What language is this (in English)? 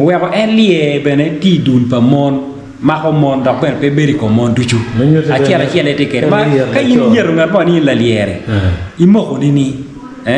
Acoli